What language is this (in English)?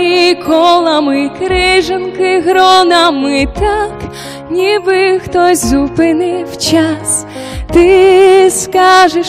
Ukrainian